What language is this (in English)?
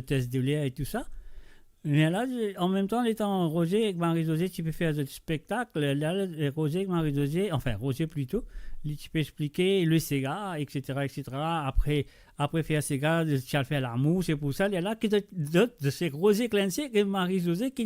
Morisyen